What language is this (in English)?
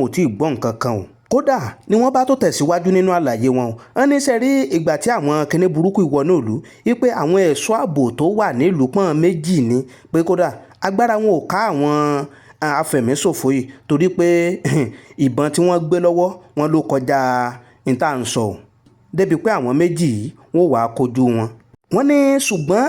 Yoruba